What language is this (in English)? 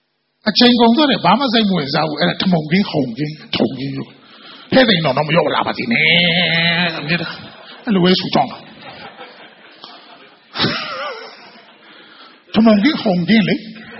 Burmese